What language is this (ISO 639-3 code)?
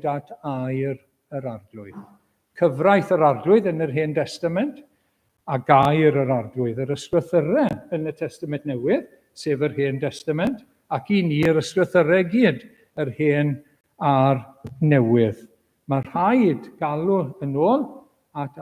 cym